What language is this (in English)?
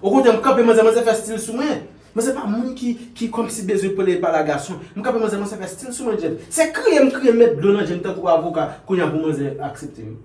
Haitian Creole